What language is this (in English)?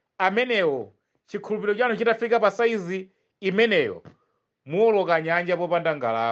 Nyanja